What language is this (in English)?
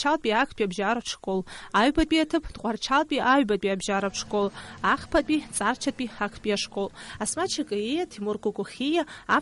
Abkhazian